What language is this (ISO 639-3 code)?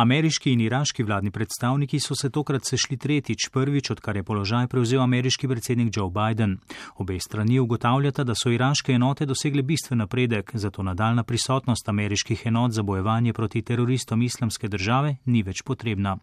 slv